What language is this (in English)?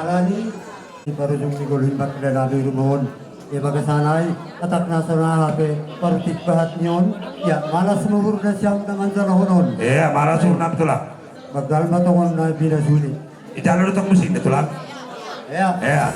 Batak Toba